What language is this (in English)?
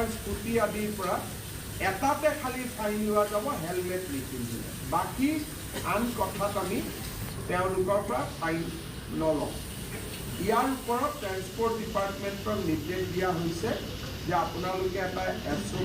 Assamese